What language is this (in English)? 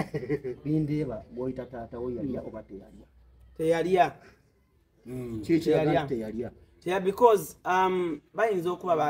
Ganda